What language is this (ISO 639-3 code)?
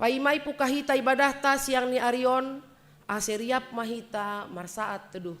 bts